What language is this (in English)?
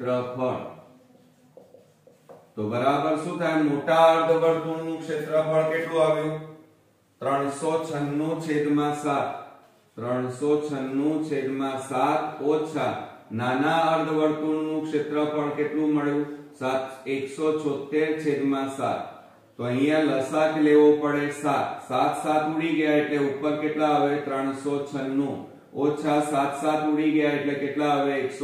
Gujarati